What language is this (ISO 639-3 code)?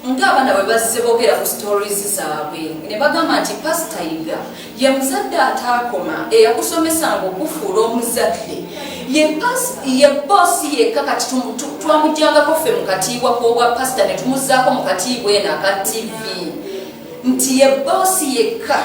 lug